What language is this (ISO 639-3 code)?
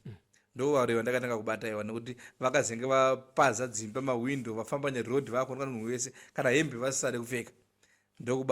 sna